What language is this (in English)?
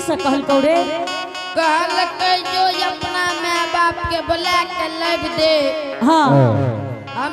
Angika